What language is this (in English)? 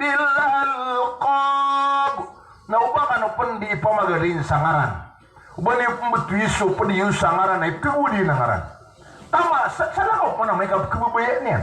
Maranao